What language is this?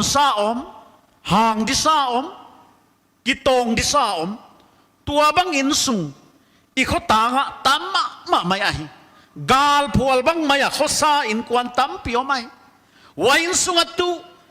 Paite Chin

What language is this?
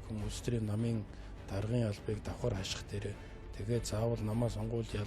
Mongolian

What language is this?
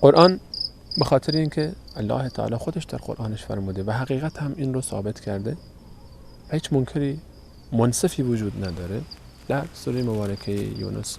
Persian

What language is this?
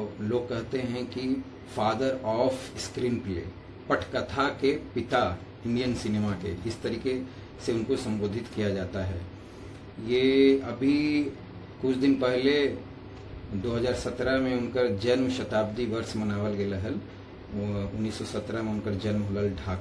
Magahi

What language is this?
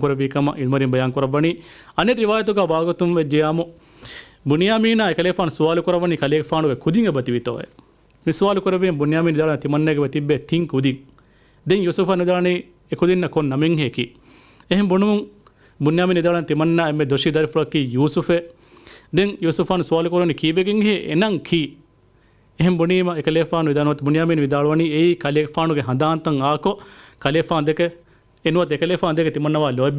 Divehi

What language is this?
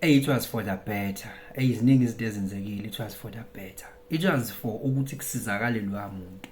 Zulu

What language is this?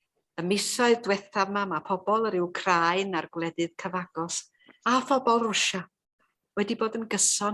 Welsh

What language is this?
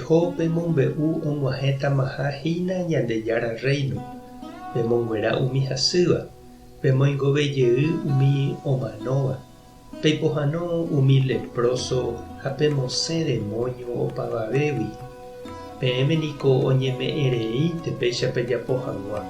Guarani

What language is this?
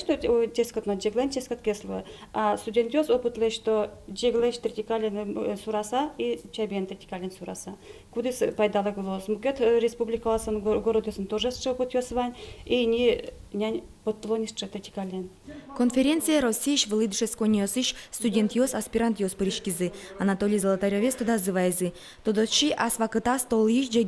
Udmurt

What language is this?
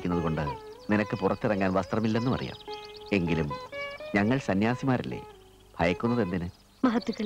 Malayalam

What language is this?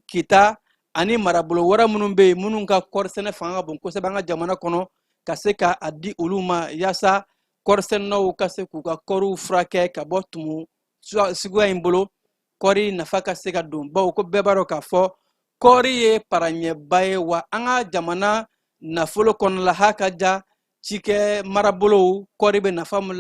Bambara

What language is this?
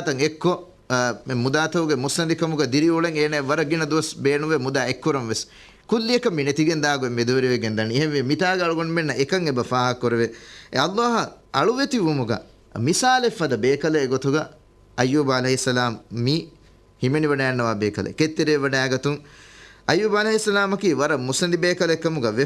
Divehi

